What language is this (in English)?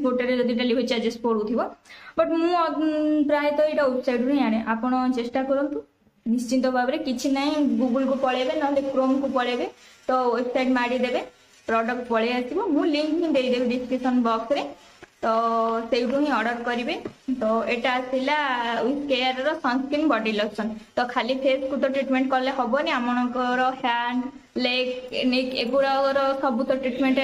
Odia